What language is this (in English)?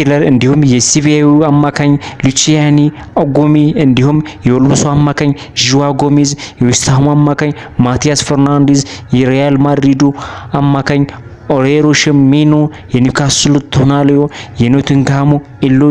Amharic